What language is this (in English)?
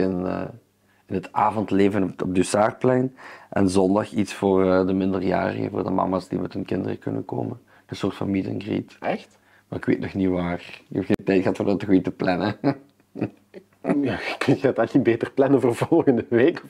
Dutch